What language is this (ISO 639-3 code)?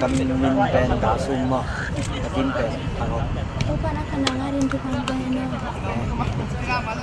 ctd